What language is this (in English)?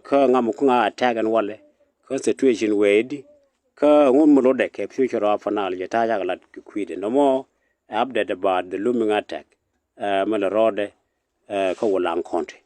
Nuer